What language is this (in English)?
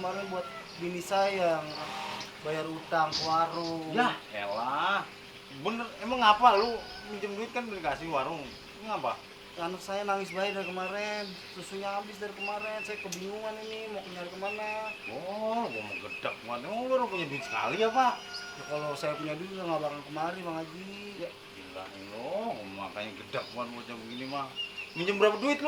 Betawi